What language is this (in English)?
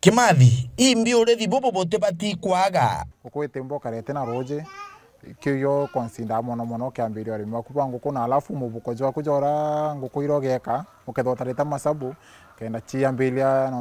Meru